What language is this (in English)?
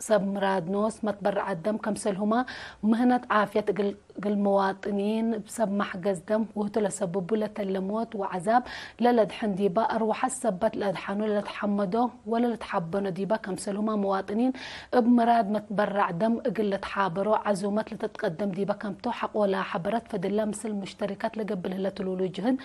Tigre